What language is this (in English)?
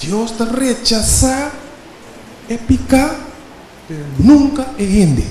Papiamento